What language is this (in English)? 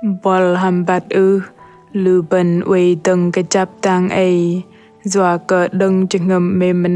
Bahnar